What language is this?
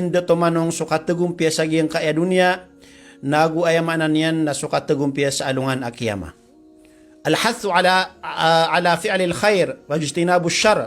Maranao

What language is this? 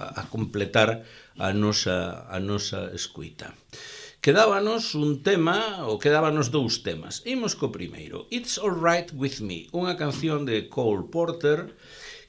Galician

